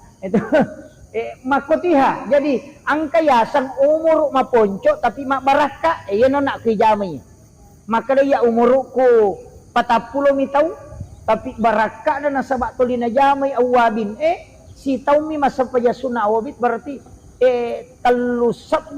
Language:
Buginese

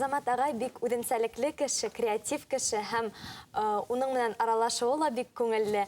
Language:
Bashkir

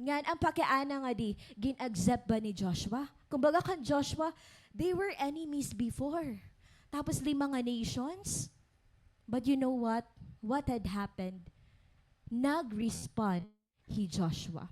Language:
Waray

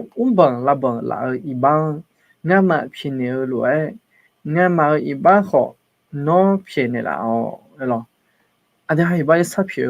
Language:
Akha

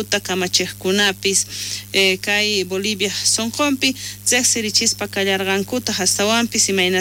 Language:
South Bolivian Quechua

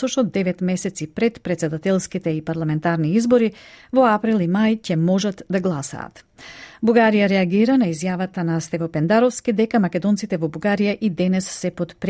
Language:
Macedonian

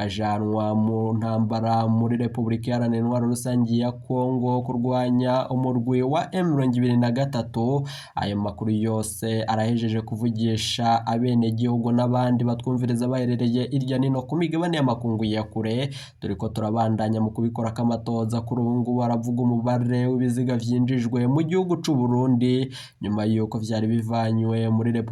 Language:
Rundi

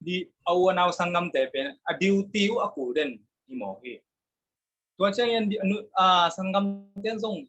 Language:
Tedim Chin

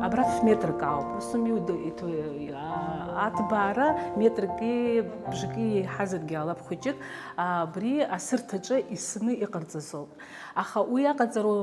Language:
Abkhazian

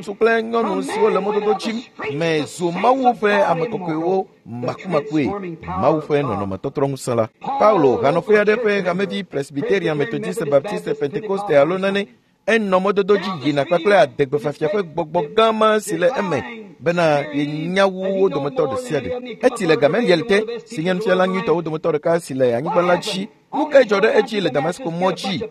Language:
Ewe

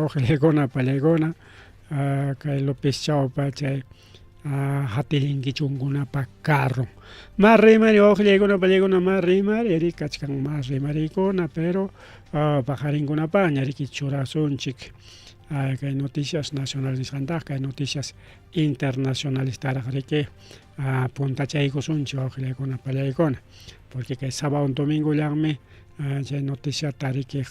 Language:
Ayacucho Quechua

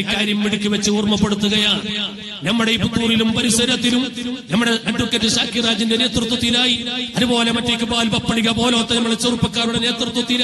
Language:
Malayalam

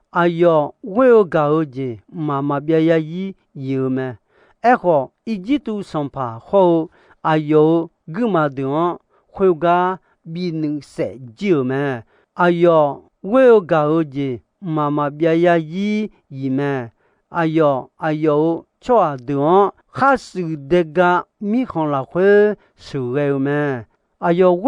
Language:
Akha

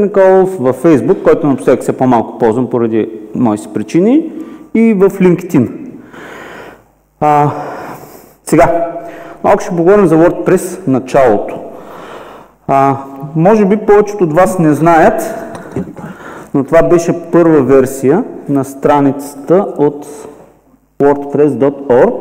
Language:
Bulgarian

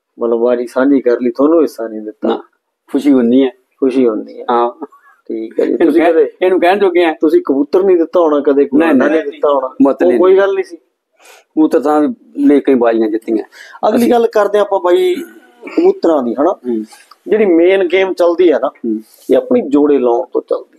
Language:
Punjabi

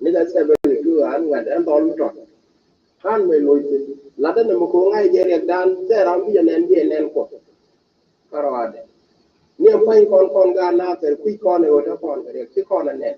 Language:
Nuer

